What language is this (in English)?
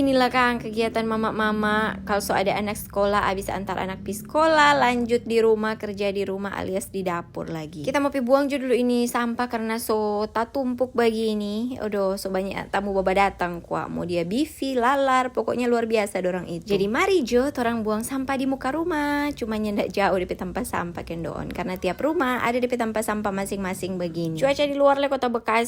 Manado Malay